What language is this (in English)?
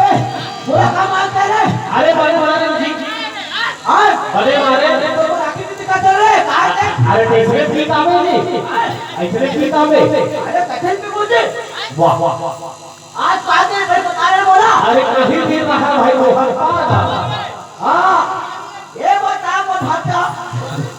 Chhattisgarhi